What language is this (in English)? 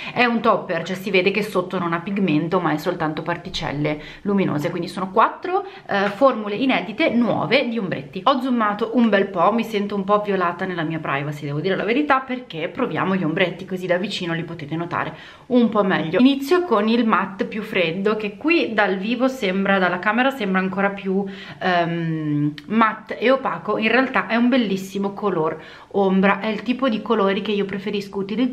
Italian